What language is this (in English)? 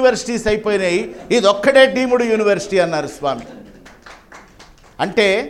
Telugu